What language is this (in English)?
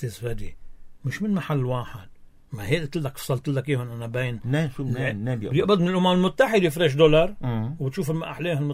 North Levantine Arabic